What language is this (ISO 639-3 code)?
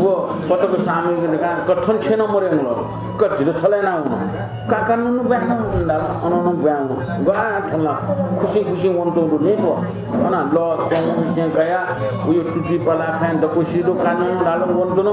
new